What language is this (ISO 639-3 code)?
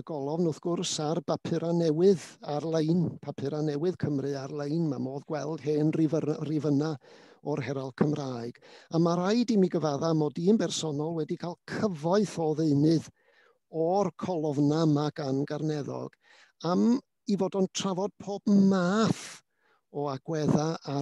cym